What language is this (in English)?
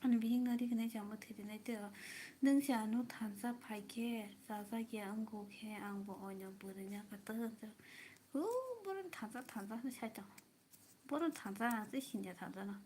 Kok Borok